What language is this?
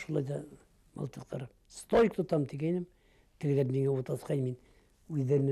Bashkir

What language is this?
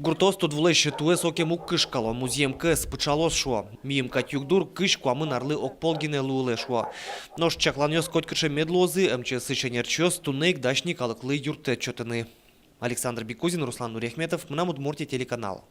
Udmurt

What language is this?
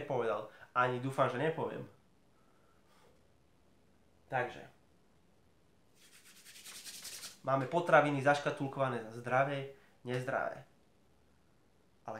Slovak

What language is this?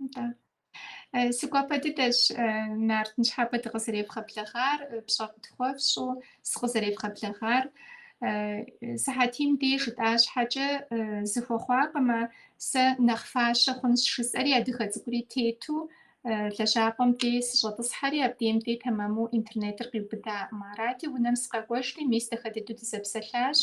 Kabardian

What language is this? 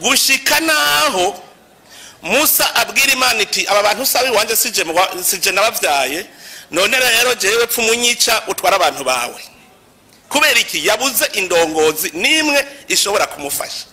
Rundi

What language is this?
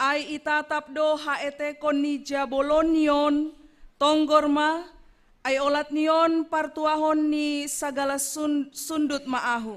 Batak Simalungun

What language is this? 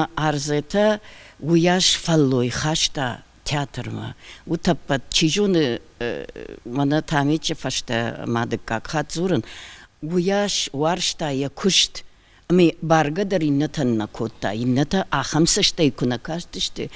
Ossetic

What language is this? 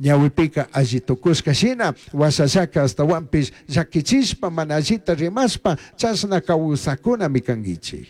Chimborazo Highland Quichua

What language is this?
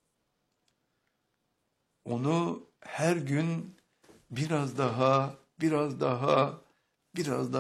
Turkish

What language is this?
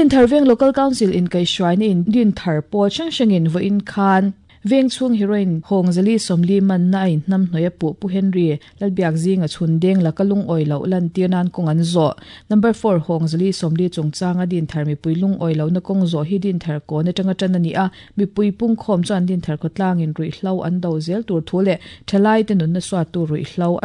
Mizo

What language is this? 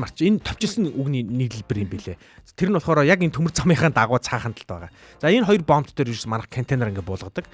Mongolian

